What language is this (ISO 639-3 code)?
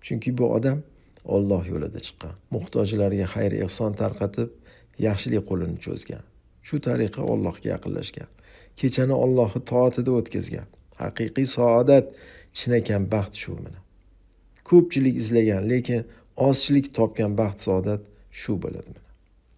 uzb